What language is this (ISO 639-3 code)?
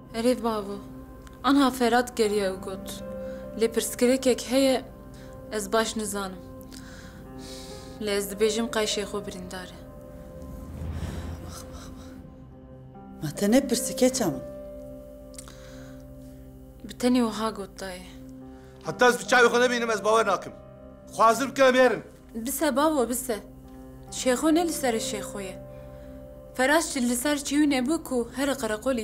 kur